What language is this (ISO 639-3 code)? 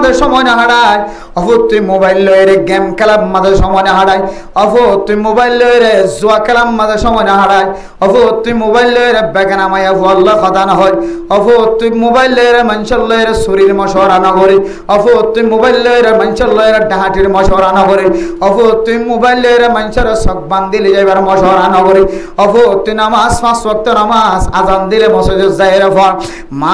rhg